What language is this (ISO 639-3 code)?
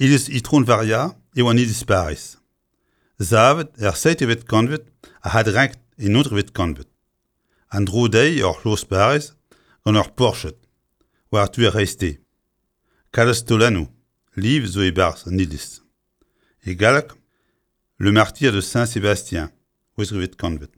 bre